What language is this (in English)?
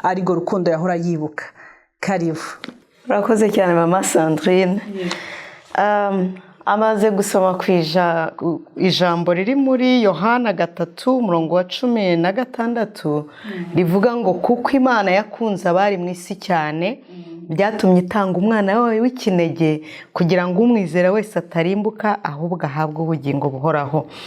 Kinyarwanda